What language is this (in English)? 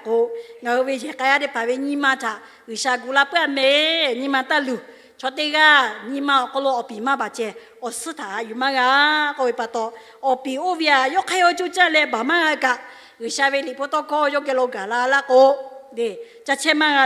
Lahu